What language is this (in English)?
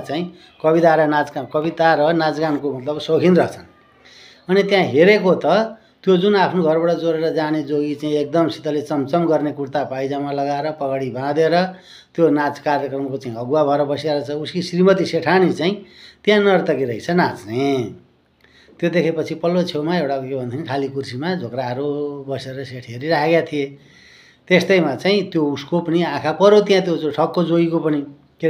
Nepali